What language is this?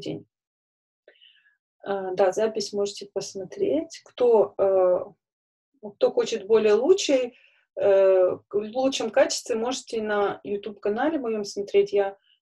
Russian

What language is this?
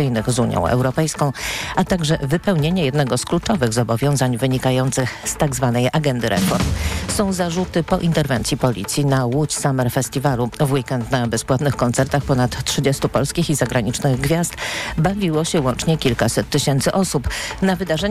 Polish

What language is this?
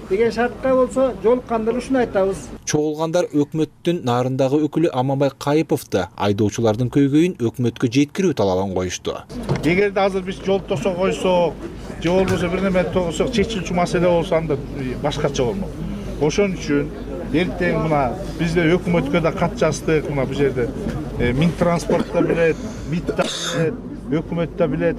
Kyrgyz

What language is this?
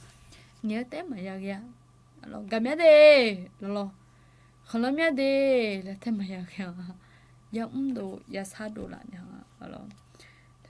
Akha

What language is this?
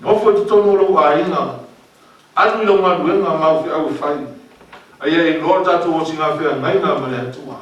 Samoan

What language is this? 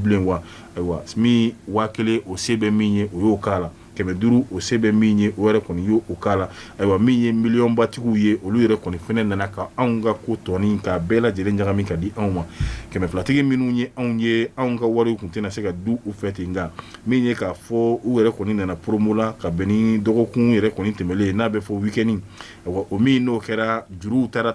Bambara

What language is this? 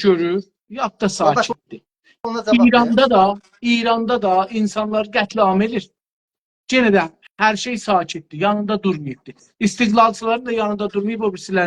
South Azerbaijani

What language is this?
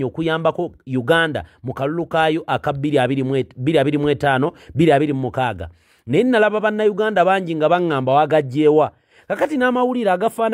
Ganda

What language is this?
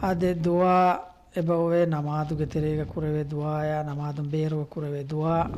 Divehi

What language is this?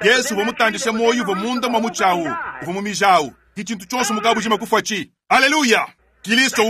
Luba-Lulua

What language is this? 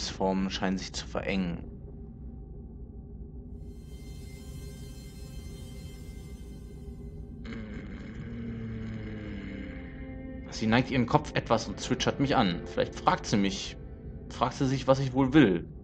German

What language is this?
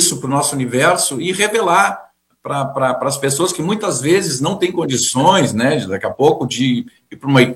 Portuguese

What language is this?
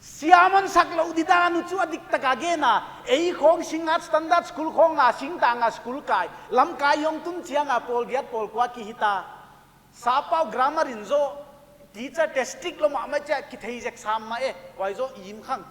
Paite Chin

